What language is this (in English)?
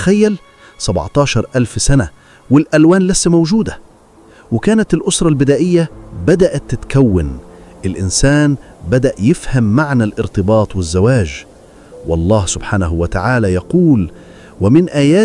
Egyptian Arabic